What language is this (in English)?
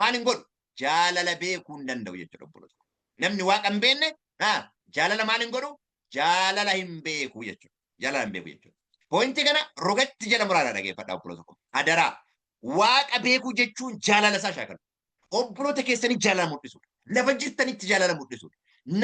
Oromo